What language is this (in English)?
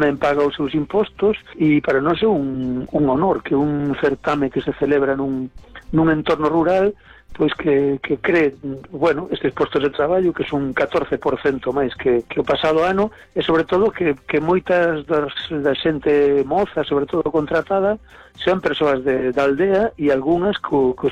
Galician